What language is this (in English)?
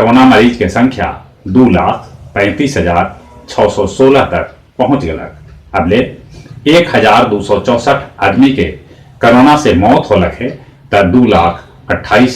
Magahi